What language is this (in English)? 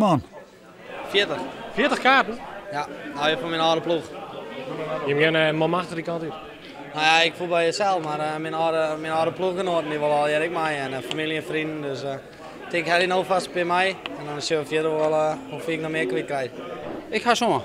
Western Frisian